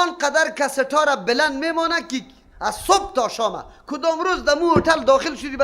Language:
Persian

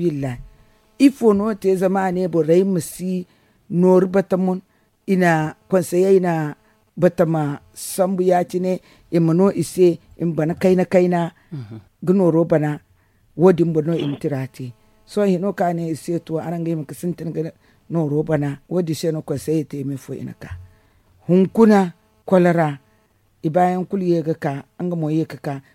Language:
Zarma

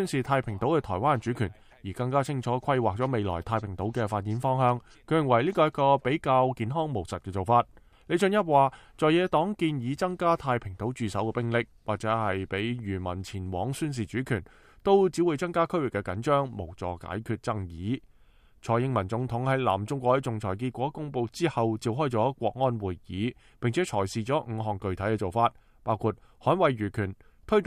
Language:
Cantonese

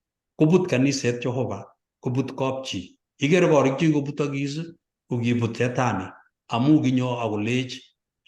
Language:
Kalenjin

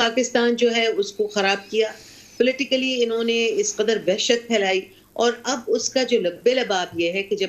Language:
Urdu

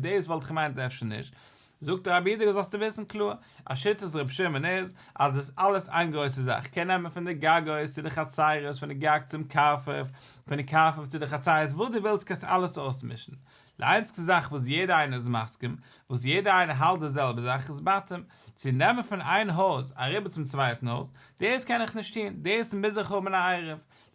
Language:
Yiddish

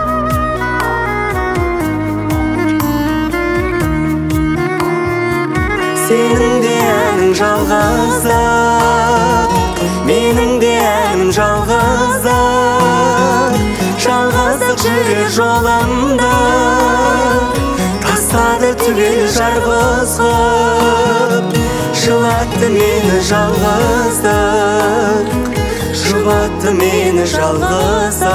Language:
Kazakh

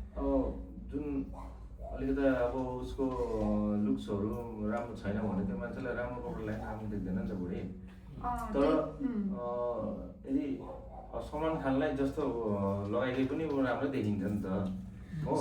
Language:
Nepali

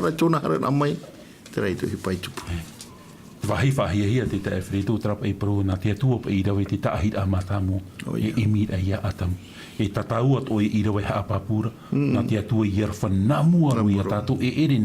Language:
Tahitian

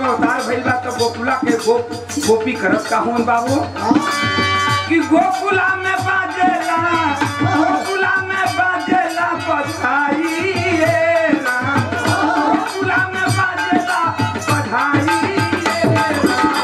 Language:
Bhojpuri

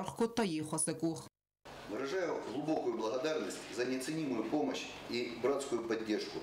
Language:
Ossetic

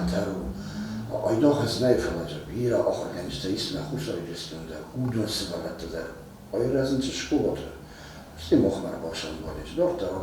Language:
Ossetic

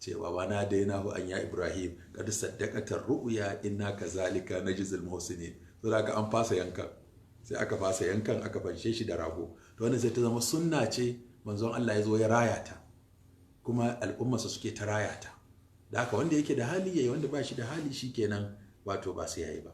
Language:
Hausa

